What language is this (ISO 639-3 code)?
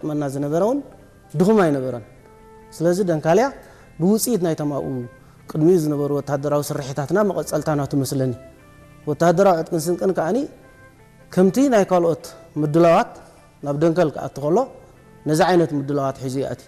tir